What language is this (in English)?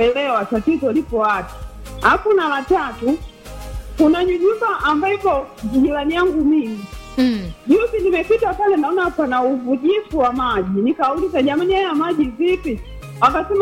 Swahili